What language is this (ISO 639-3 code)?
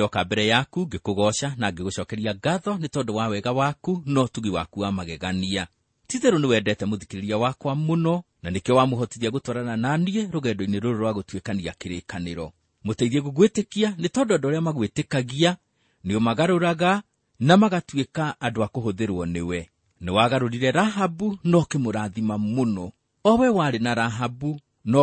kik